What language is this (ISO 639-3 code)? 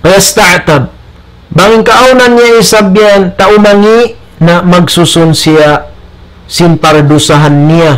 tsg